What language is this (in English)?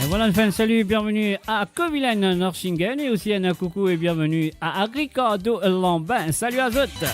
Morisyen